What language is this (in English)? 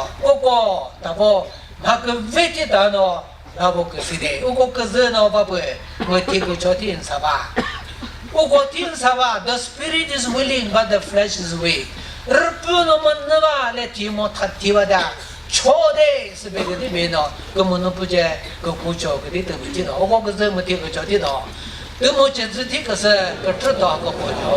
Chokri Naga